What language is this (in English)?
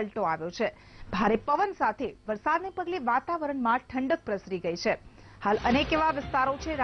Gujarati